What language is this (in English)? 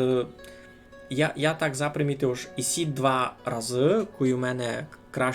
Rusyn